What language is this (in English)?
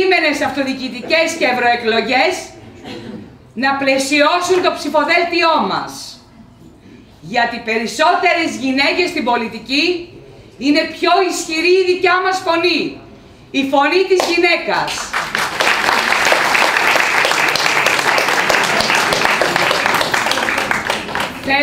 Greek